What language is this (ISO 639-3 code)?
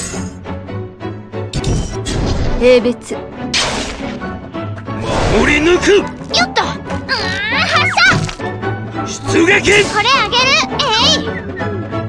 jpn